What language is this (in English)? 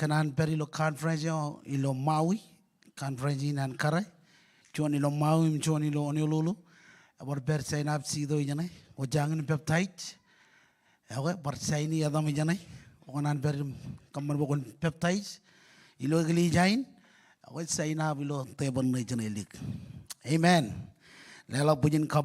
Marshallese